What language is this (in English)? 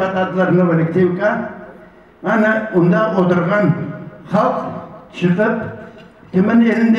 Crimean Tatar